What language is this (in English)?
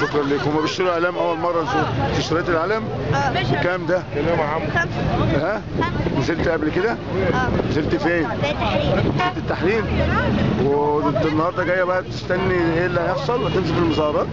Egyptian Arabic